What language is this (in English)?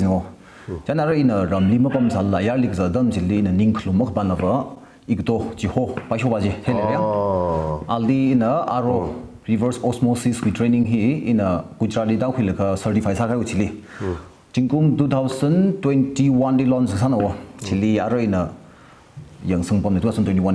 Tangkhul Naga (India)